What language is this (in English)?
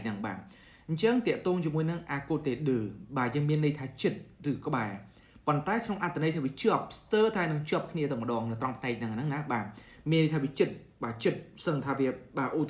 Khmer